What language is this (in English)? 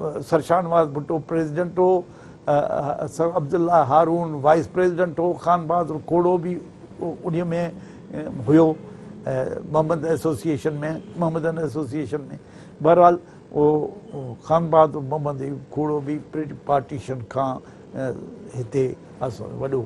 Sindhi